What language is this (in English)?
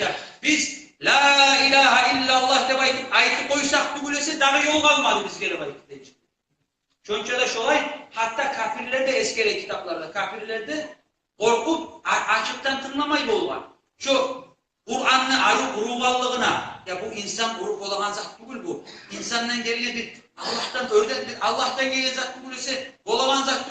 Kumyk